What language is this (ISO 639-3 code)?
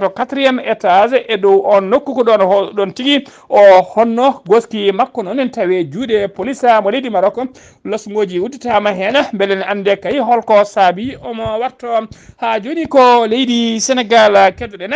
ful